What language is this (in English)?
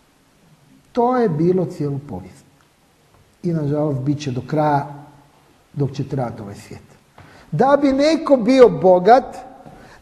Croatian